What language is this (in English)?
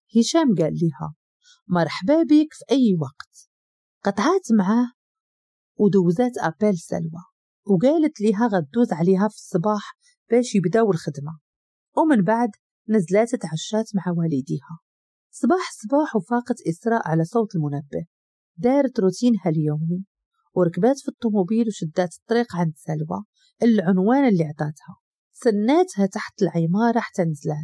Moroccan Arabic